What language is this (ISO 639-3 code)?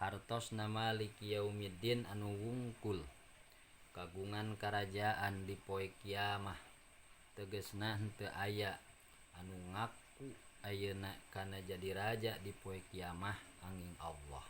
sun